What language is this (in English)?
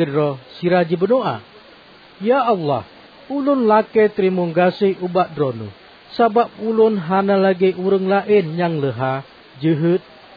Achinese